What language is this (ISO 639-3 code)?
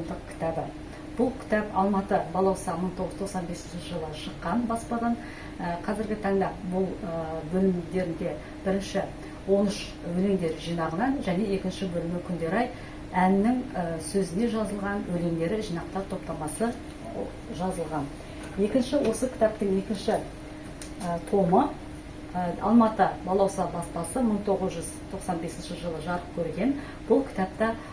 kaz